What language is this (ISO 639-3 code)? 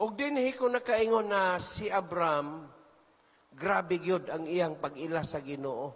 ceb